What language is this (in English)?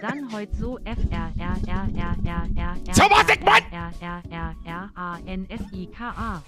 Bavarian